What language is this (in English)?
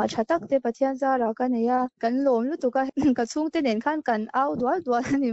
Mizo